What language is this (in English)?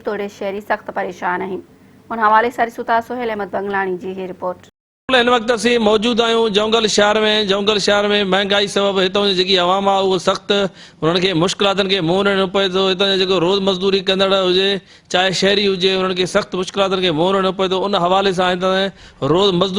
Sindhi